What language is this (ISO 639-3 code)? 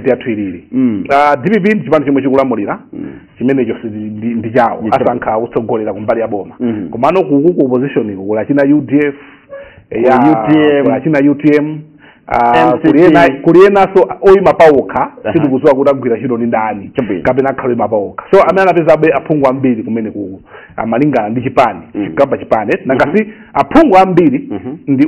nya